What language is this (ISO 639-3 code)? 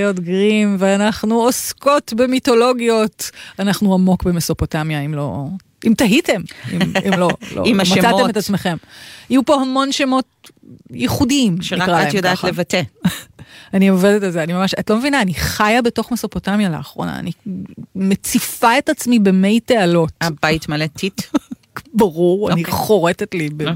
heb